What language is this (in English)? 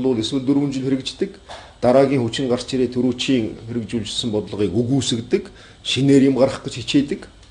Mongolian